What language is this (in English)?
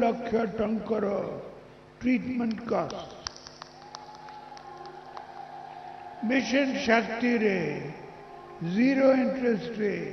Odia